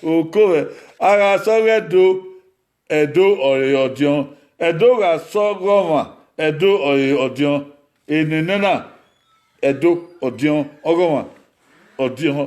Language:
Bini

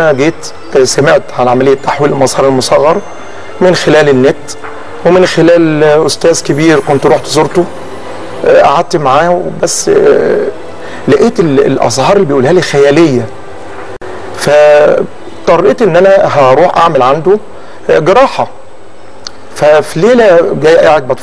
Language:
Egyptian Arabic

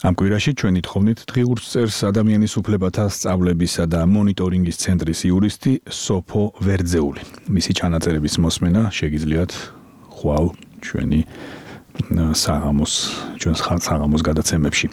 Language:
Georgian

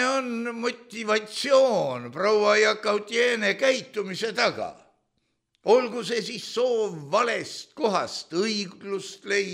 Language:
Estonian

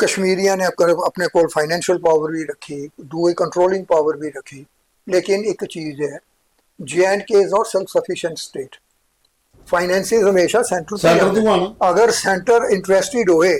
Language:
Dogri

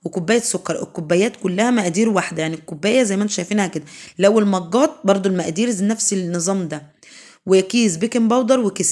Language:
Egyptian Arabic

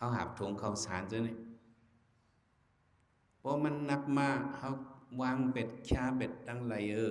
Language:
Shan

